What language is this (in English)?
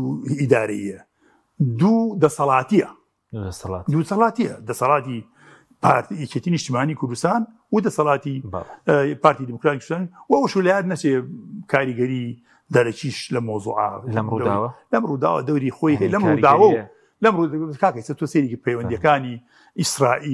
Central Kurdish